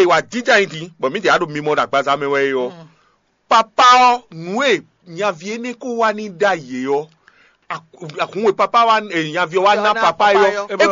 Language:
Fon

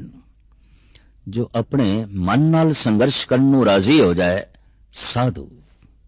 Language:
Punjabi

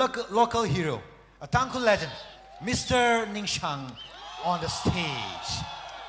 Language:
Tangkhul Naga (India)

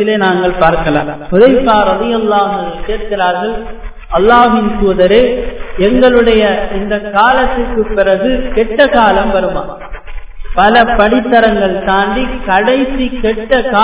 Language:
Tamil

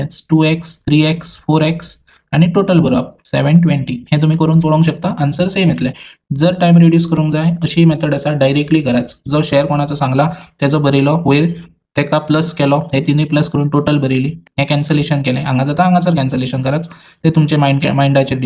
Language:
Konkani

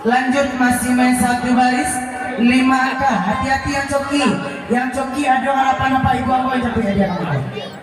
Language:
Minangkabau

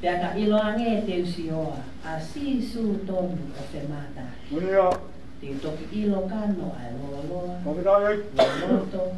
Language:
Tongan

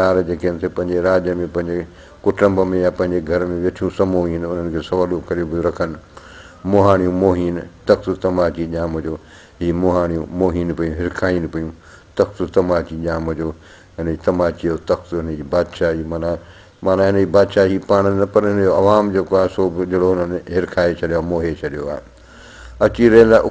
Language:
Sindhi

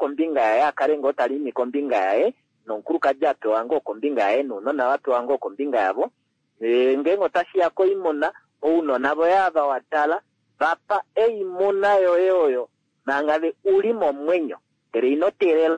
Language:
Kuanyama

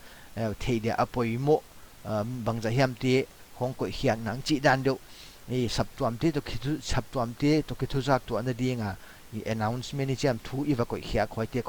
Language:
Paite Chin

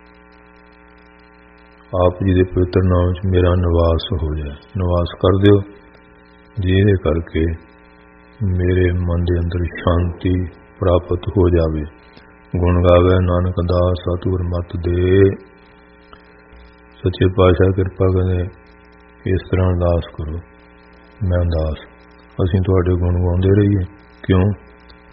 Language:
Punjabi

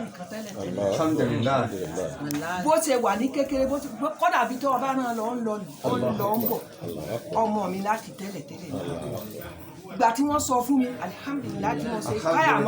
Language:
Yoruba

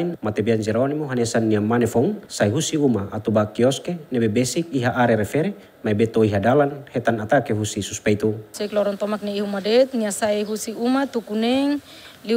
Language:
Tetum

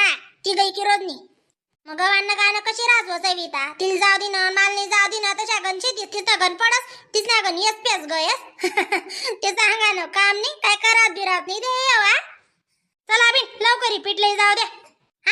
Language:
Khandesi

